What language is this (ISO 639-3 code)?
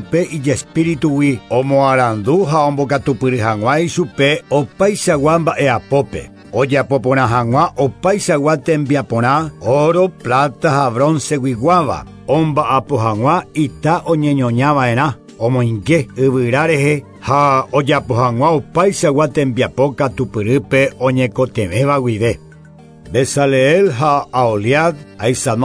grn